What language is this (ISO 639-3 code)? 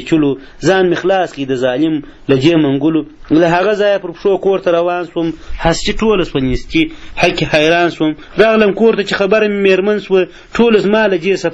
pus